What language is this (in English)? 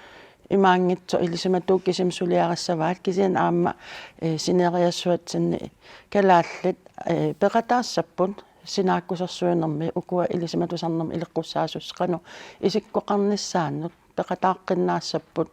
Kalaallisut